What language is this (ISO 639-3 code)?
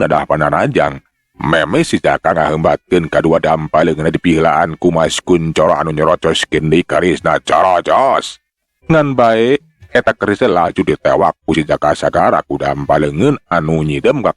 sun